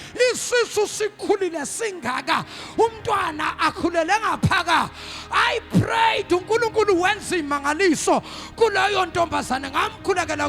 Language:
Zulu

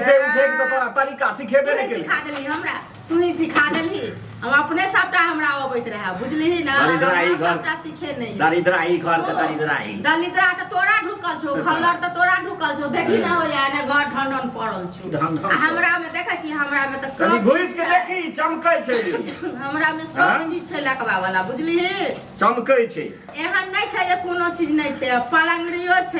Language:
Maithili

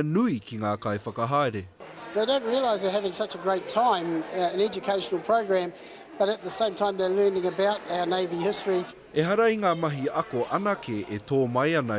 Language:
Māori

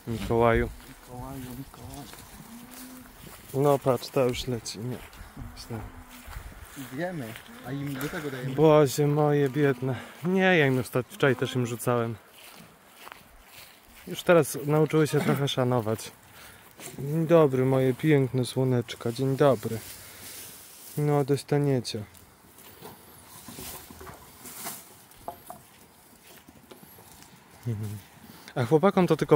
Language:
Polish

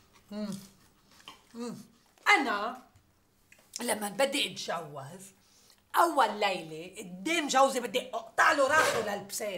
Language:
North Levantine Arabic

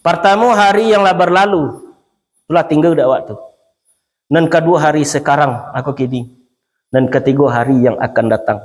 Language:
Minangkabau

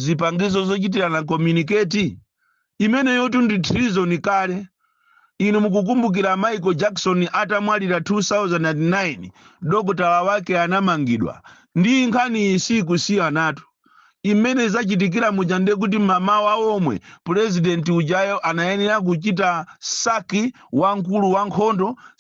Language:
Nyanja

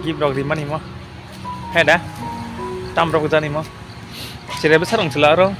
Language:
Kok Borok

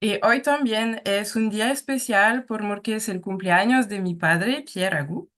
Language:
Ladino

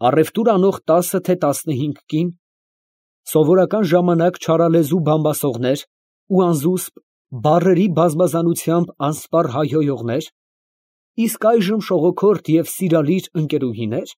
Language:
Armenian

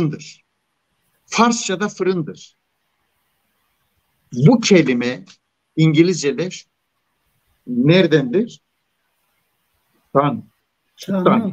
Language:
Turkish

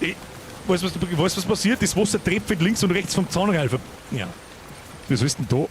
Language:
Bavarian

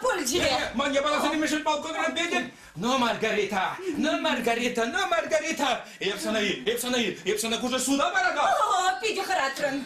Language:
Chuvash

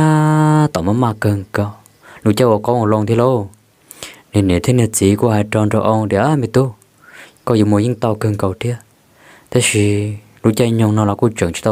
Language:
Hmong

